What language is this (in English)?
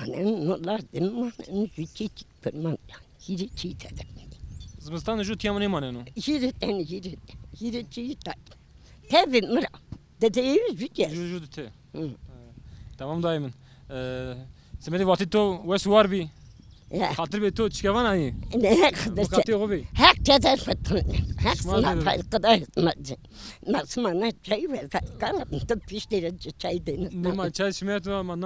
Zaza